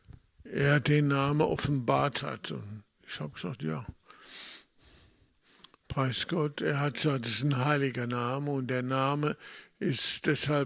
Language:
German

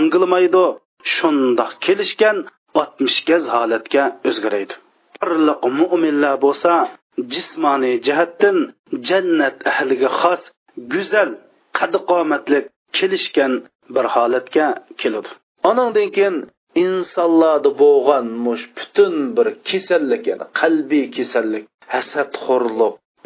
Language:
Uyghur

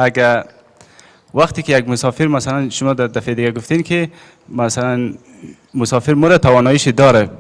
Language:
Persian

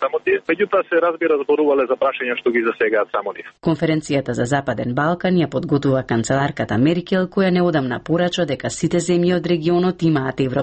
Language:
Macedonian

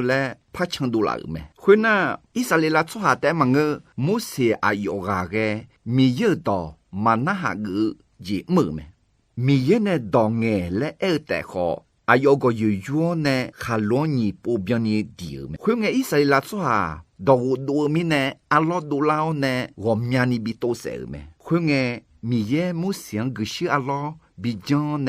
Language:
Akha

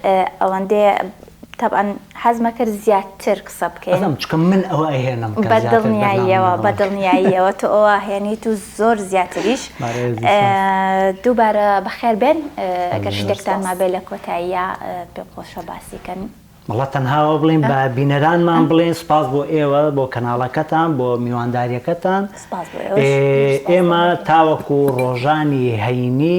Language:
Central Kurdish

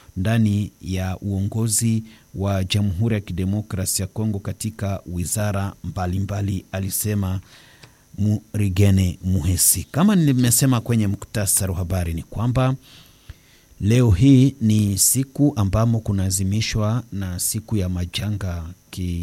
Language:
Swahili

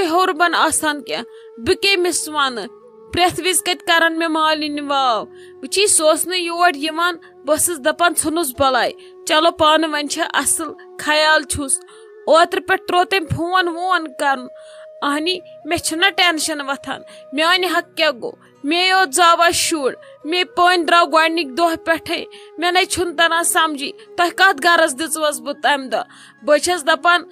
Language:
Kashmiri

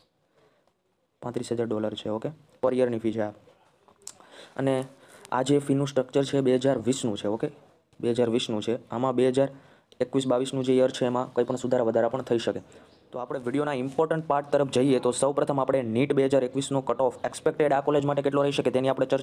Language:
Gujarati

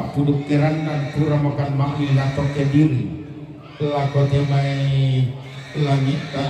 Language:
Toraja-Sa'dan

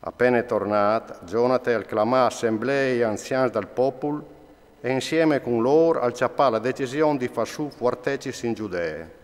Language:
Friulian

